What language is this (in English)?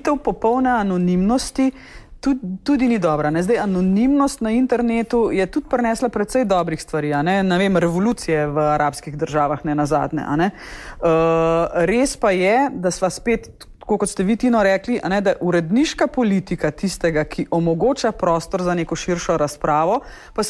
Slovenian